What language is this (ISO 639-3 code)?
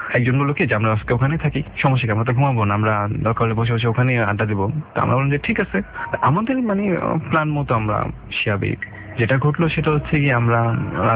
ben